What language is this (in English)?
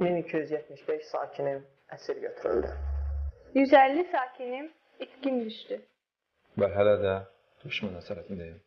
Azerbaijani